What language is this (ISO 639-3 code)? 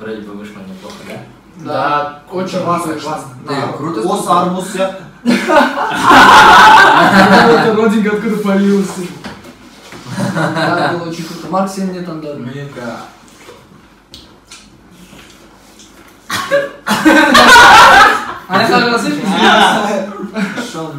kaz